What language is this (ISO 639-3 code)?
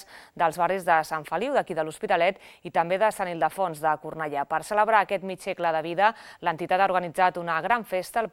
cat